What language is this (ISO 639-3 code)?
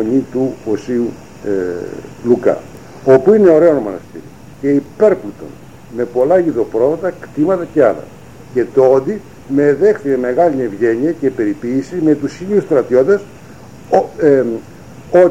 ell